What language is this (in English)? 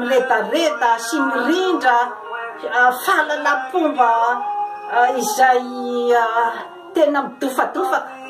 Malagasy